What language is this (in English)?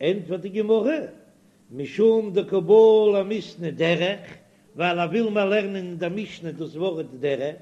Yiddish